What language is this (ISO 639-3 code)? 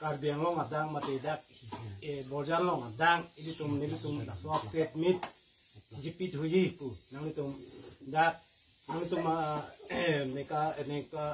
mjw